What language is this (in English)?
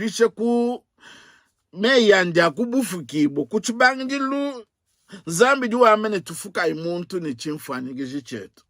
Luba-Lulua